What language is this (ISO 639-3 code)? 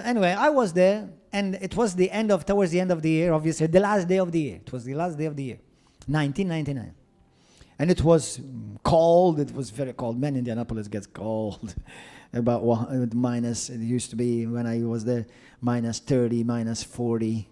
eng